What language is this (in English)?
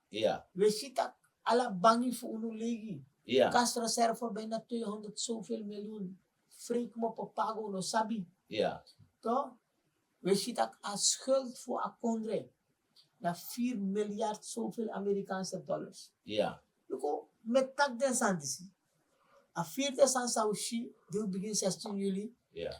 Sranan Tongo